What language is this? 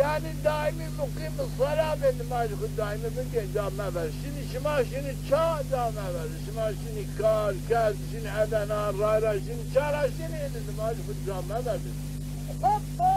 Zaza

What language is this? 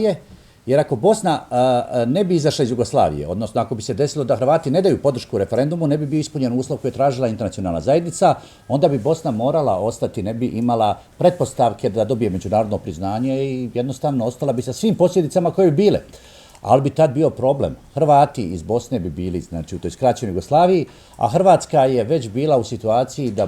Bosnian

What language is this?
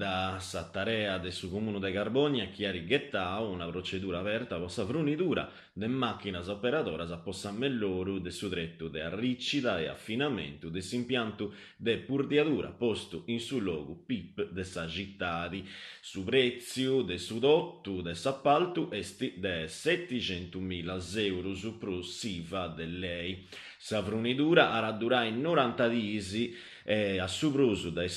Sardinian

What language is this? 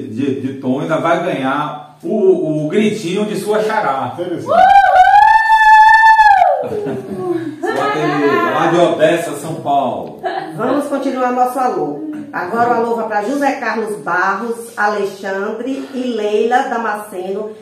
Portuguese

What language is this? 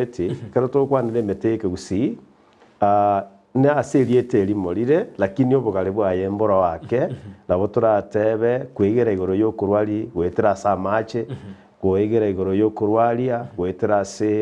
Gusii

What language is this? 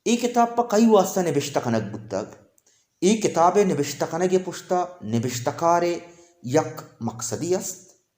Baluchi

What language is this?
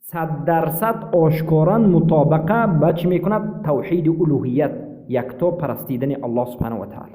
Persian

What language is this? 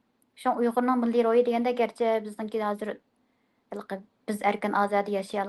Uyghur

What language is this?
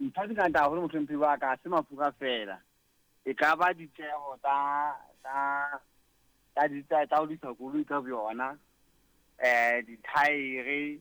Southern Sotho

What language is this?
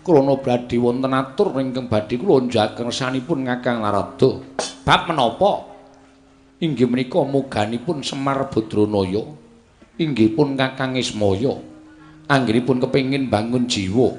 Javanese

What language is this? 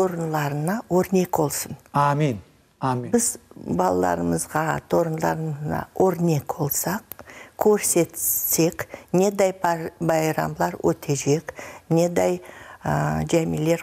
Crimean Tatar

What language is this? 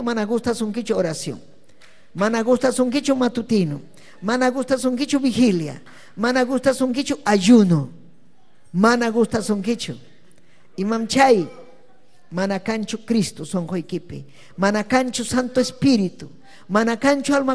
Ayacucho Quechua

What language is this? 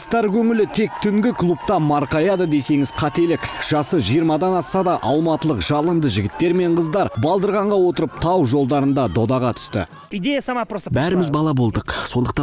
Kazakh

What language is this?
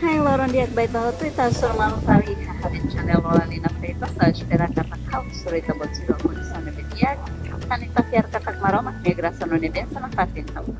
Tetum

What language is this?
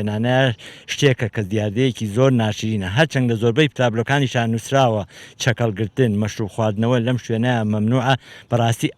Central Kurdish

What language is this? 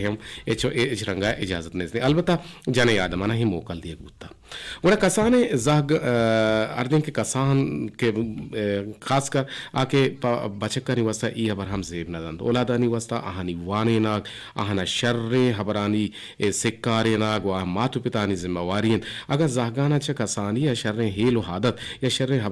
Eastern Balochi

